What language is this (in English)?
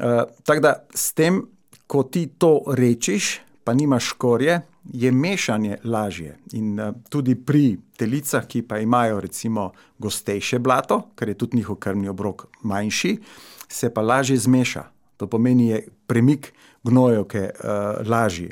Slovenian